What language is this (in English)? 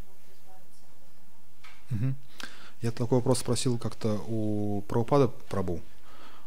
Russian